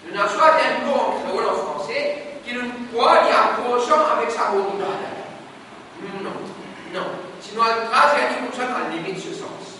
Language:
Morisyen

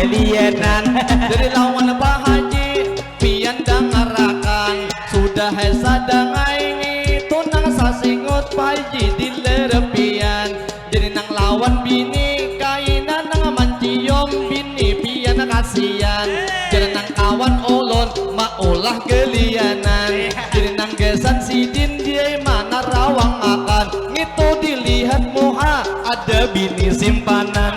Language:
Banjar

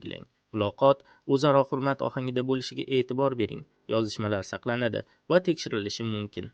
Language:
Uzbek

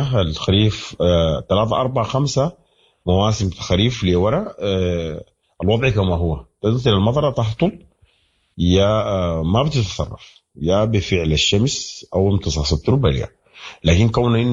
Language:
Sudanese Arabic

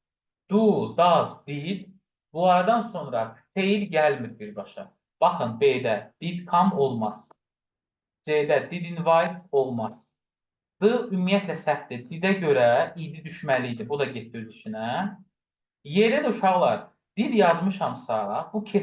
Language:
Azerbaijani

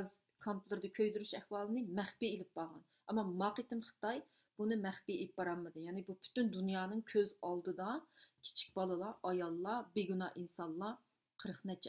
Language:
Uyghur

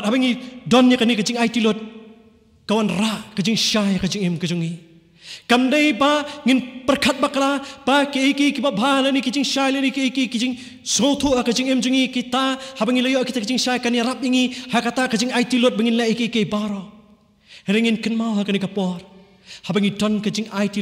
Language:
Khasi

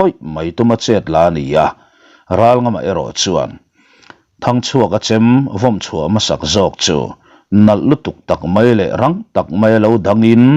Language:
Mizo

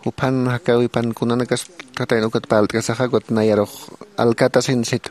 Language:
Aymara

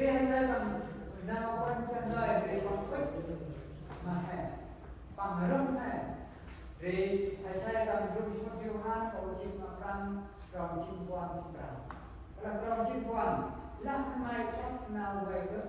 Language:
Central Mnong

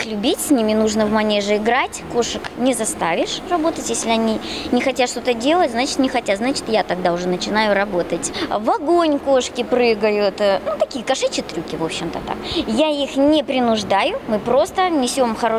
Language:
Russian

